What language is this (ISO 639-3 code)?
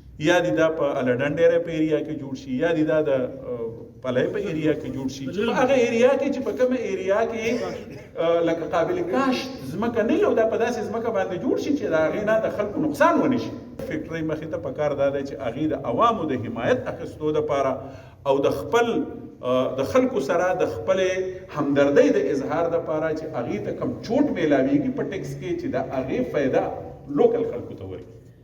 pus